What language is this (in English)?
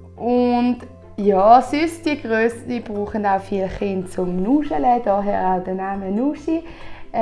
Swiss German